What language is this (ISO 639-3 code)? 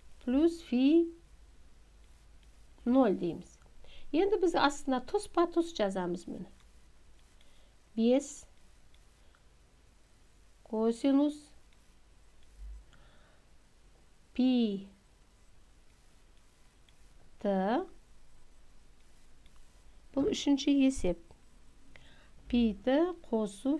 kaz